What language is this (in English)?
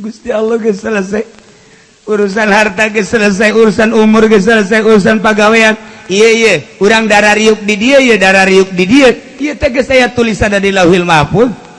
Sundanese